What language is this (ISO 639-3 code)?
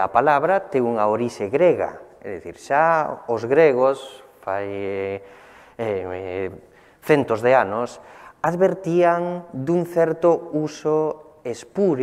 glg